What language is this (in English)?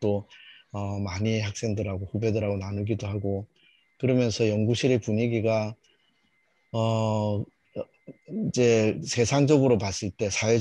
Korean